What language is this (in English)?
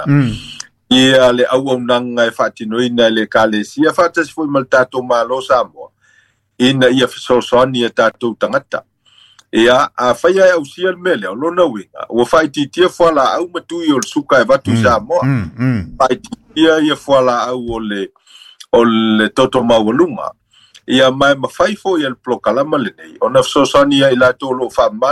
Samoan